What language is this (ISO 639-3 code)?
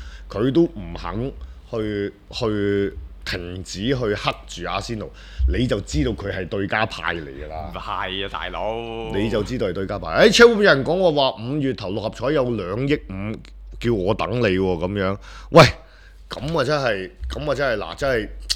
yue